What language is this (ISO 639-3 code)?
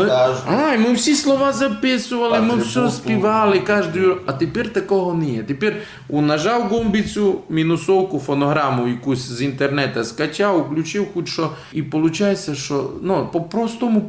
rue